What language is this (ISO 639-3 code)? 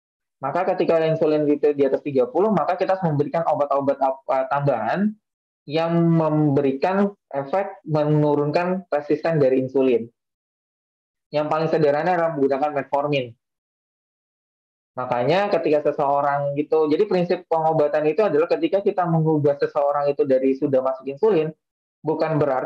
ind